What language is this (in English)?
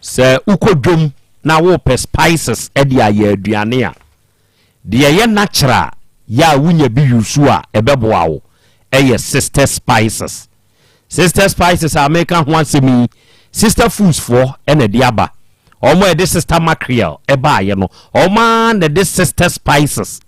Akan